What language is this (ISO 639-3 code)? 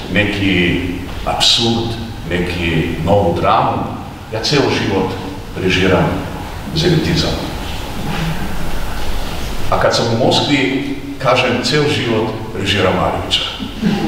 srp